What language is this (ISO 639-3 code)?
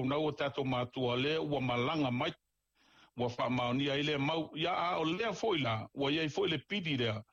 smo